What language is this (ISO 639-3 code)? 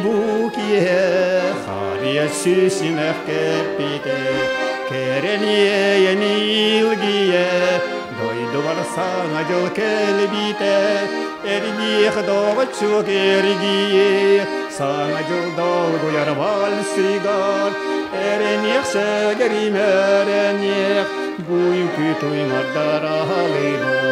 sah